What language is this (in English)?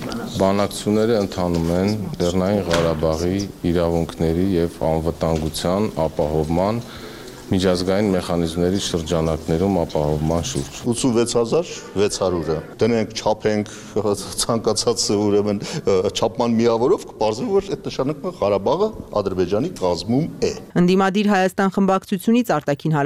Armenian